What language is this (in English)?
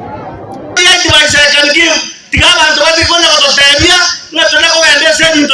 Gusii